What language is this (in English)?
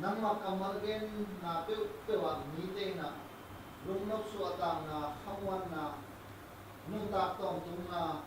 Tedim Chin